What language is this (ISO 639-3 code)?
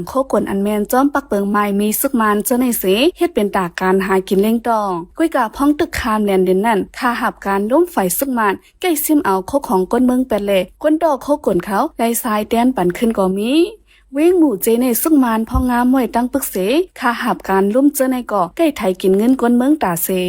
shn